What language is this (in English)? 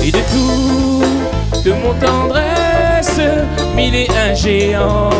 Réunion Creole French